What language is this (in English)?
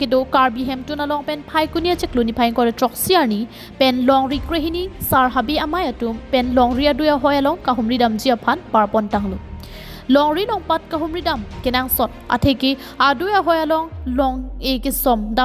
Karbi